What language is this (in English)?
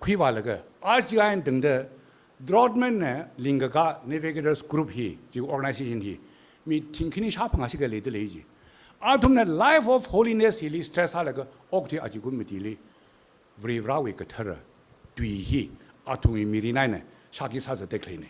Tangkhul Naga (India)